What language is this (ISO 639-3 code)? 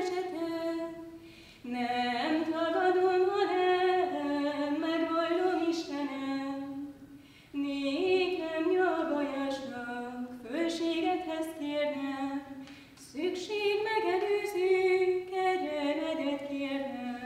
hun